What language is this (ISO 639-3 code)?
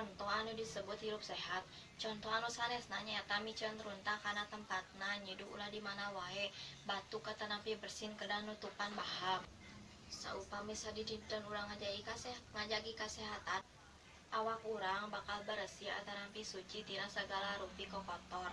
sun